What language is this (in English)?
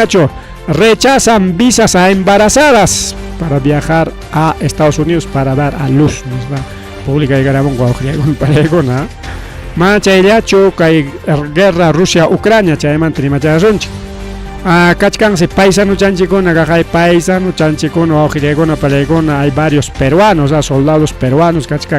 Ayacucho Quechua